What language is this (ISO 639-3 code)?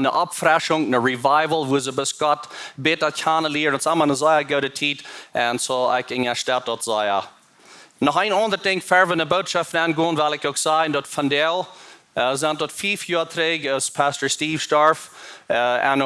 pdt